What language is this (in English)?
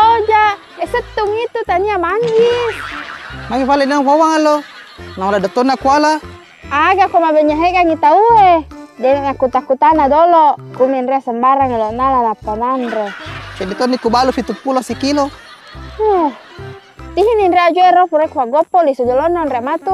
Buginese